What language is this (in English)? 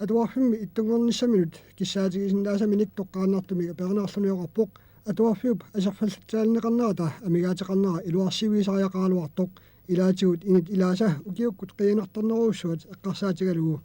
Kalaallisut